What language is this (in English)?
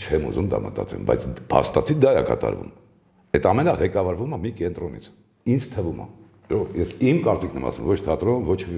Armenian